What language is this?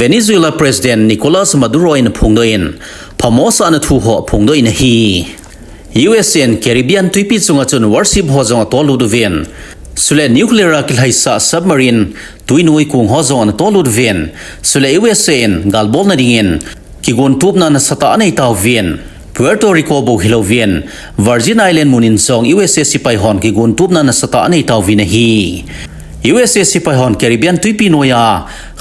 Thado Chin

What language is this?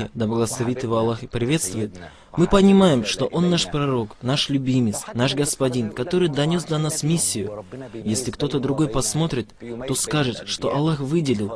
Russian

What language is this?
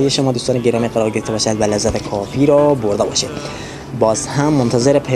Persian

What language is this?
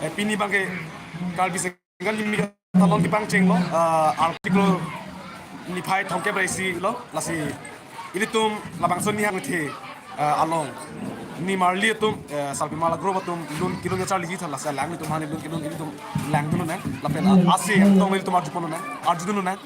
Karbi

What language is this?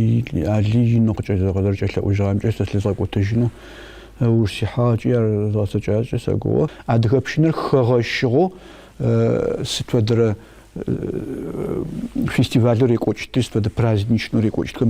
Adyghe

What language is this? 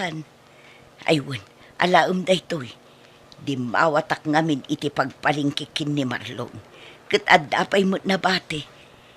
Iloko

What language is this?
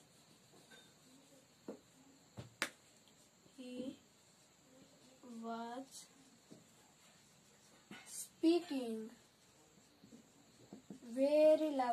Marathi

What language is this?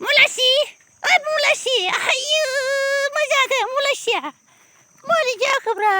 Bodo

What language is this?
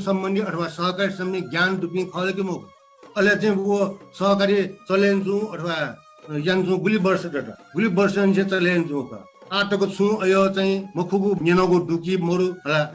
Newari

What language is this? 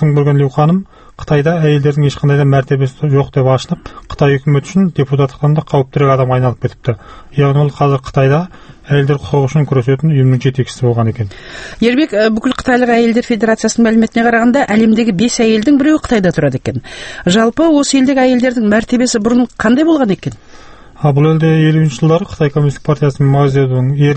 Kazakh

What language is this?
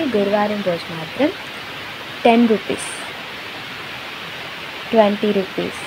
Telugu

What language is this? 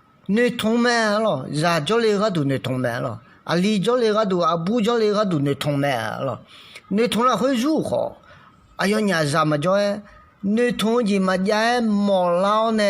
Akha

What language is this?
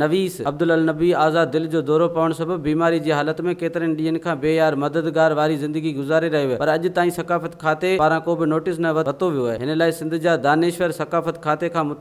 Sindhi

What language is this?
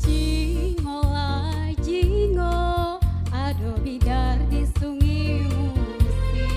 Musi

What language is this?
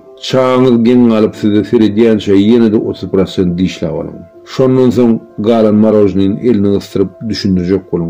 Turkmen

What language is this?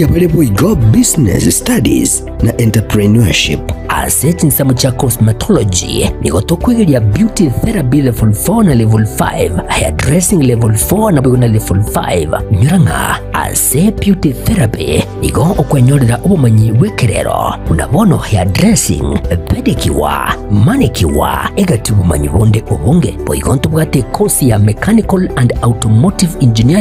Gusii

